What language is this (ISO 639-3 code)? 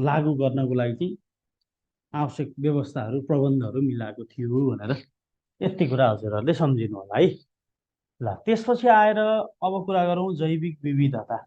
nep